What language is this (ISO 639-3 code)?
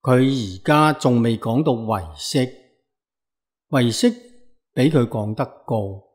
yue